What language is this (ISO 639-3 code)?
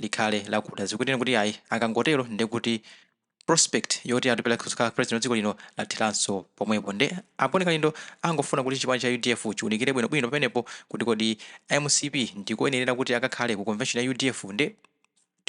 nya